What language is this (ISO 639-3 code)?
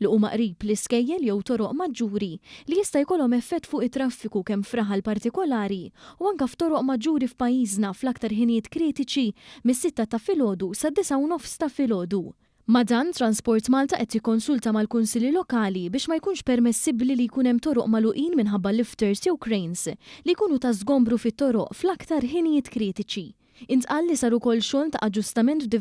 mlt